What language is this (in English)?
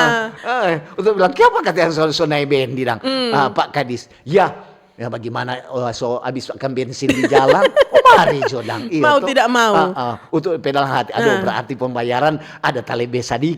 Manado Malay